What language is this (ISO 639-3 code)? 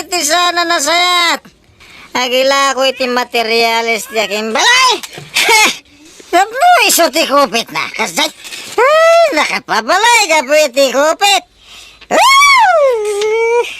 ilo